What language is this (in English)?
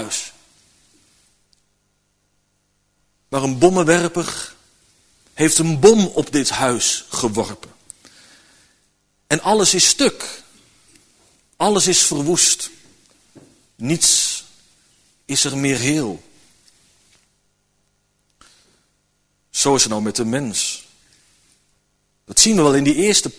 Dutch